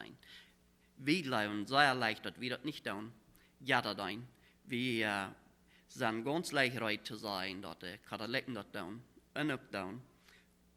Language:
Plautdietsch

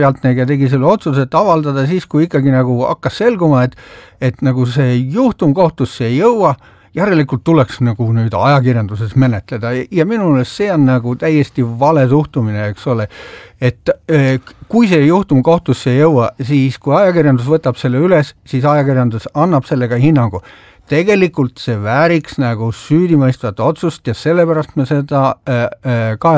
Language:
Estonian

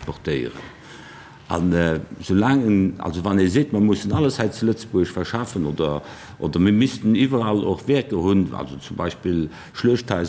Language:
Luxembourgish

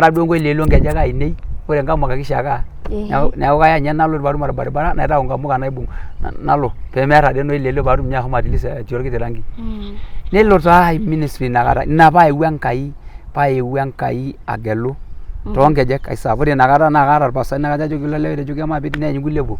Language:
Masai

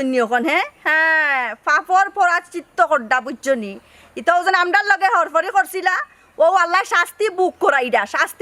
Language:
Sylheti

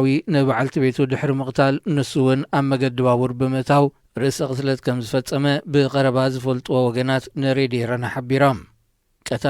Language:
Tigrinya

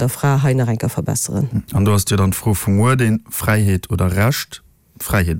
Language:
Luxembourgish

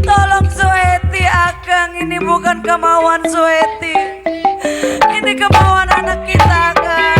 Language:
Betawi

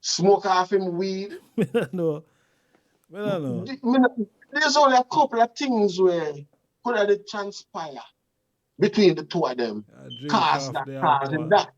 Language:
Jamaican Creole English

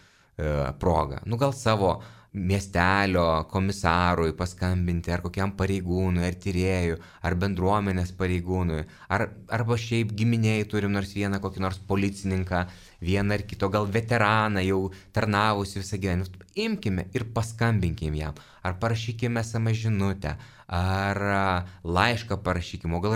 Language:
Lithuanian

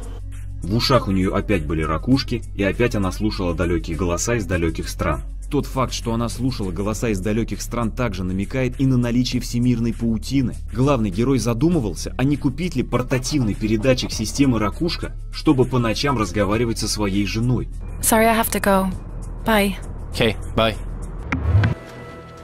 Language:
Russian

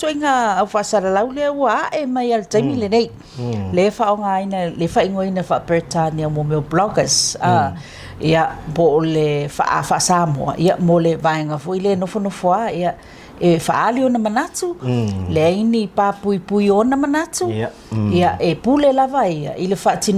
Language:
Samoan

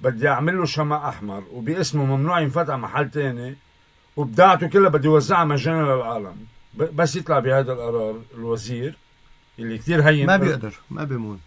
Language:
North Levantine Arabic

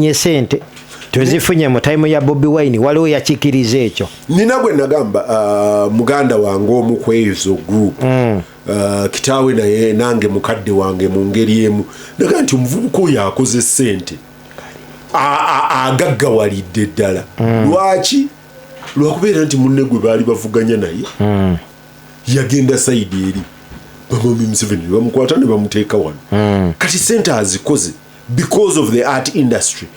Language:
Ganda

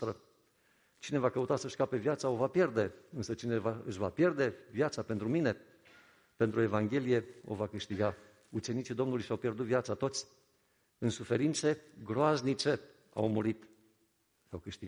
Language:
Romanian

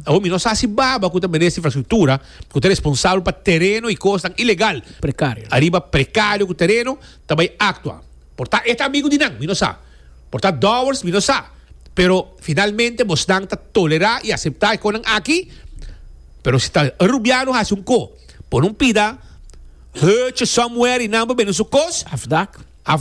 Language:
Papiamento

